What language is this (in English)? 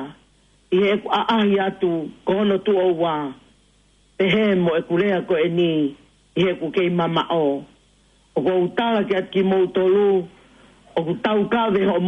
Tongan